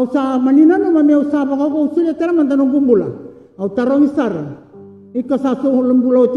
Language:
Fijian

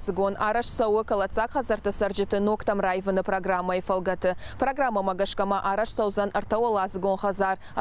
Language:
Ossetic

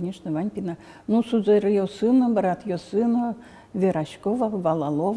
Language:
Udmurt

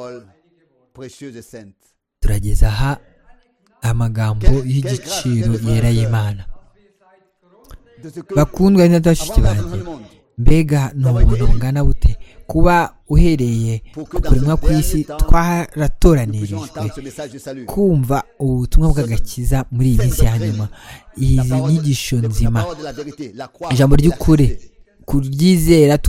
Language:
Kinyarwanda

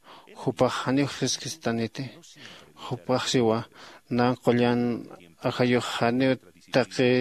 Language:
Aymara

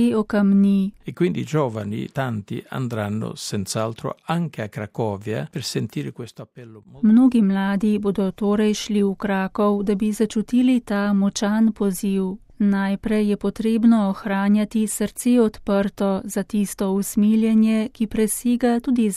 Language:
Slovenian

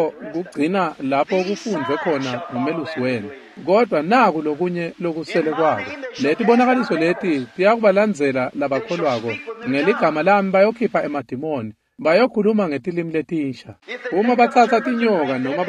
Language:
Swati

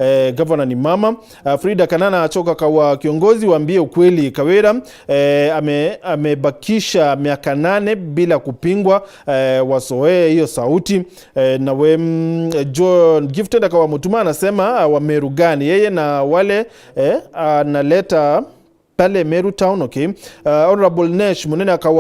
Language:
Meru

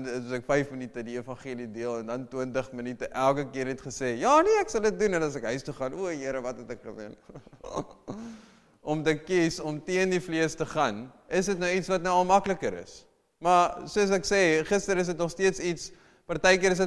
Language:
Afrikaans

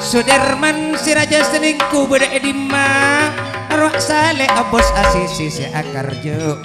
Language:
Madurese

